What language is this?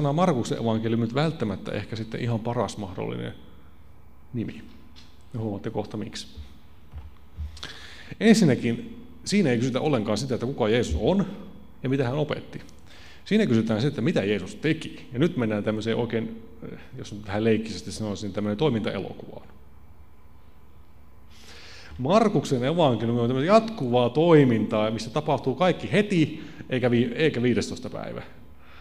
Finnish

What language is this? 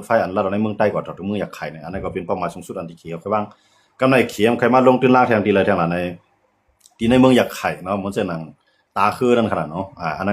Shan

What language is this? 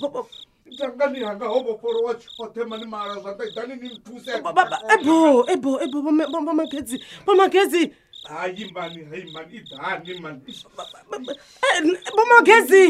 Venda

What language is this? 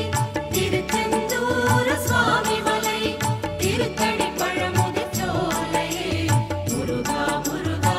Tamil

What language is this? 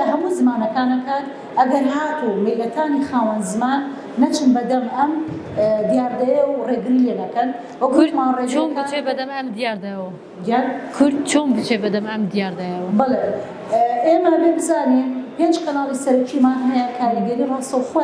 Central Kurdish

